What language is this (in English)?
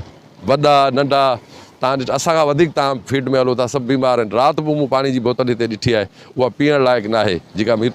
Sindhi